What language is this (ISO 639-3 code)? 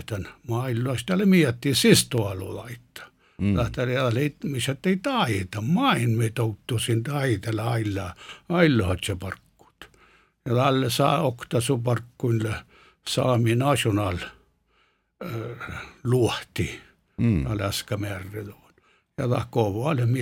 sme